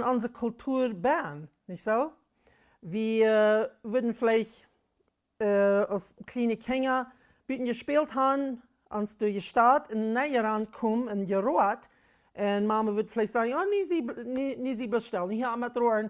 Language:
Plautdietsch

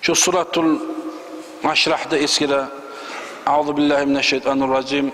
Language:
Kumyk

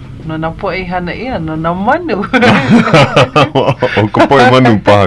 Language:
Hawaiian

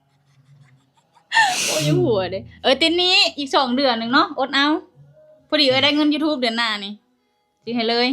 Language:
Lao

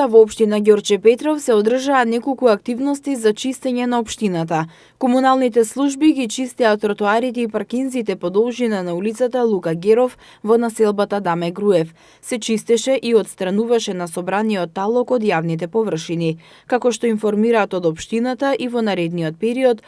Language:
Macedonian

